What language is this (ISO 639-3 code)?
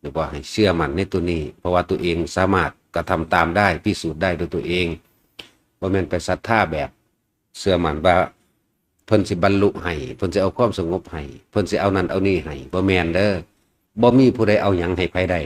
tts